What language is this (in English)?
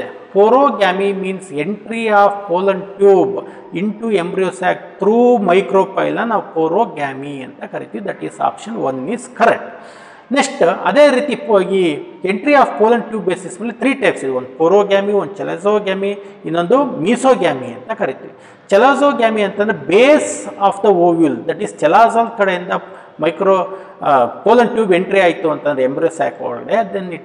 Kannada